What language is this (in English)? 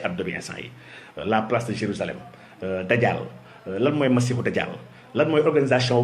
Wolof